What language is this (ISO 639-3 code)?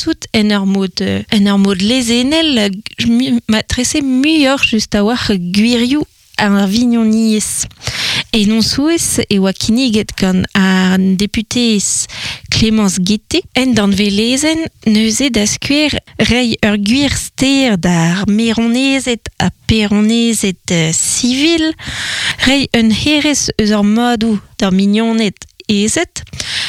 bre